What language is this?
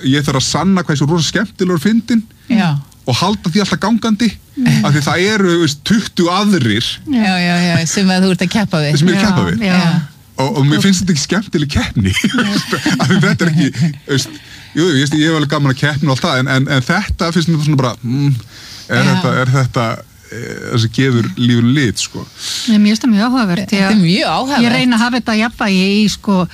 Icelandic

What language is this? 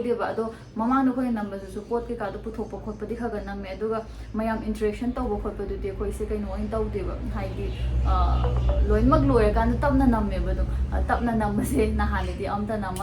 Manipuri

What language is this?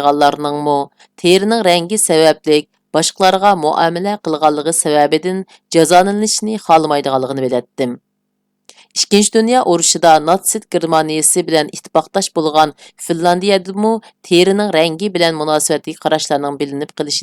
Uyghur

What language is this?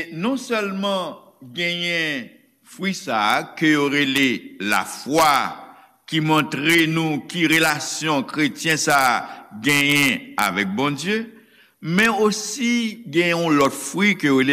Haitian Creole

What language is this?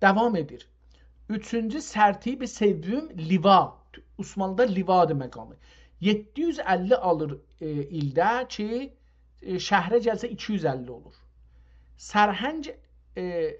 South Azerbaijani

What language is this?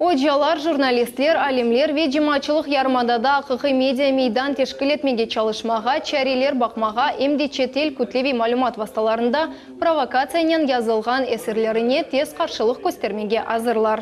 Crimean Tatar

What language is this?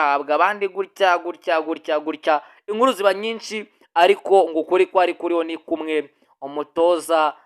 Kinyarwanda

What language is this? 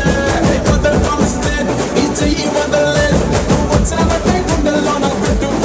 Telugu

